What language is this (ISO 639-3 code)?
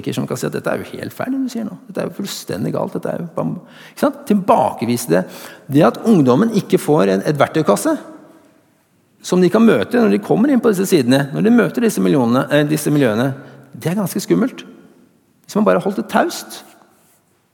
nor